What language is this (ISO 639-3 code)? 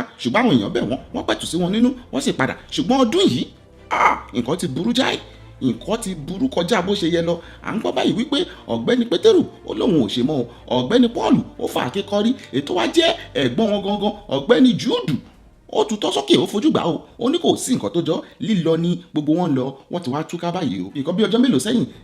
yor